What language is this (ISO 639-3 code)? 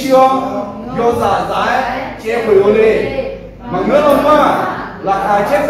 ahk